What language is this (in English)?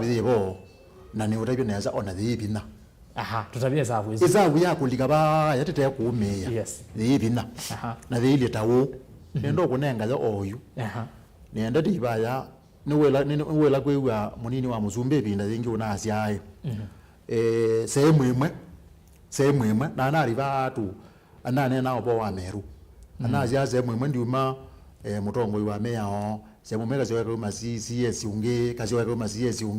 Kamba